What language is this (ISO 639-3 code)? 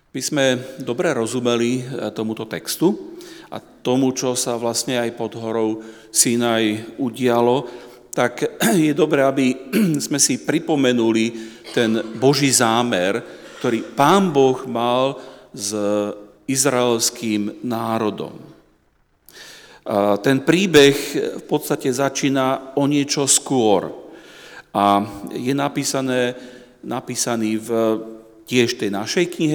slk